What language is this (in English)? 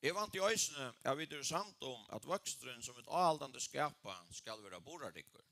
Faroese